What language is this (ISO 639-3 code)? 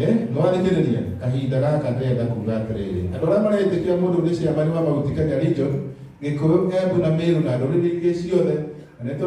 kik